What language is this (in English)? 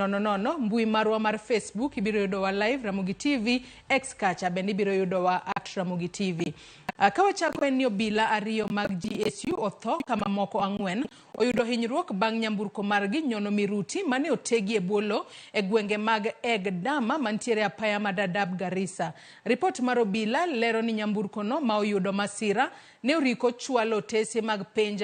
Luo (Kenya and Tanzania)